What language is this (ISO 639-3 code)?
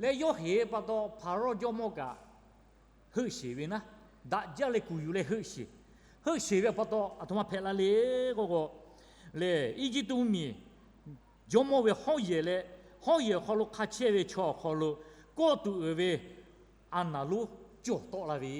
lhu